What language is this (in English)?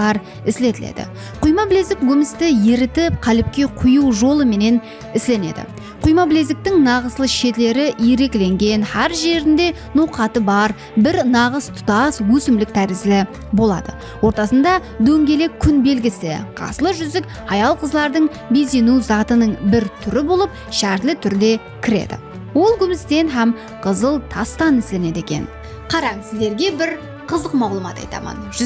Kara-Kalpak